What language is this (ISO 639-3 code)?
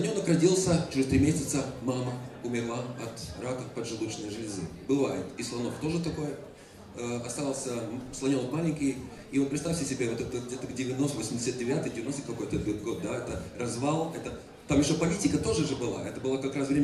rus